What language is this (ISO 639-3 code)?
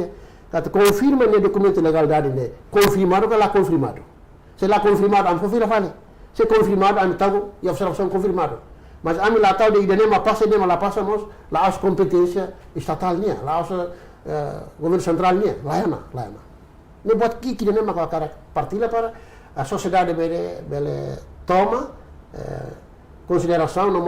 tet